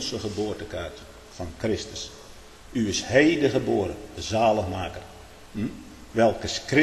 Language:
Dutch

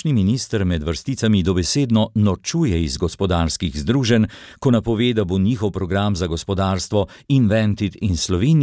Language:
Slovenian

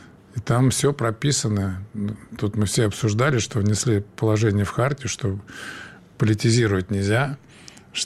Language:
Russian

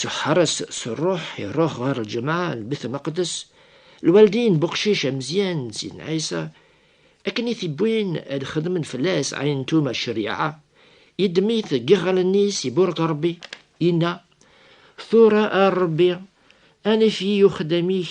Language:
Kabyle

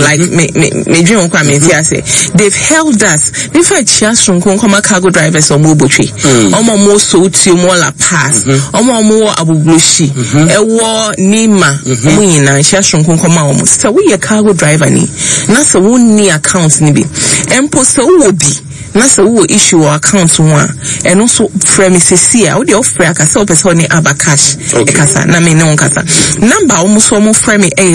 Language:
Akan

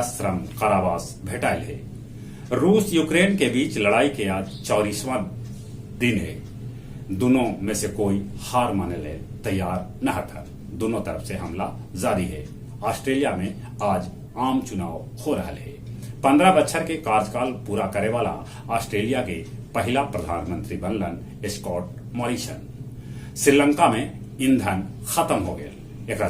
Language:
Magahi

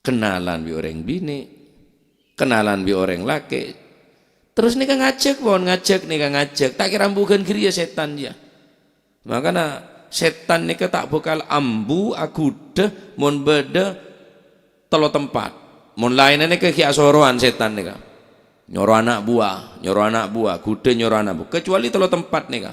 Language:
Madurese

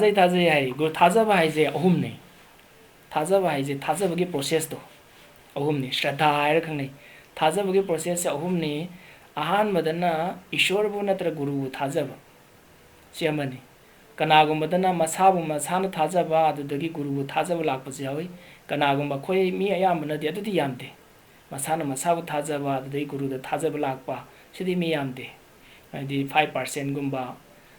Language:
Manipuri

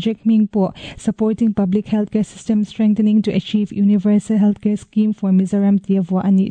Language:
Mizo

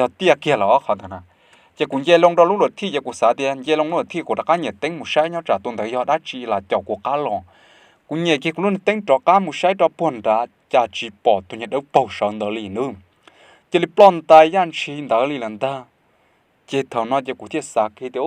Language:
Hmong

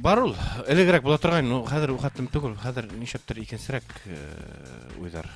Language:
Bashkir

